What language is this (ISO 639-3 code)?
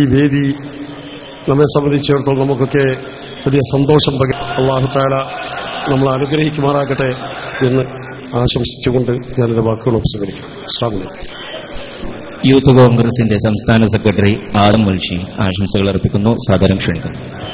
mal